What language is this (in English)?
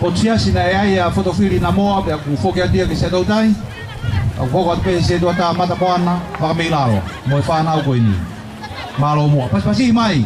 Tongan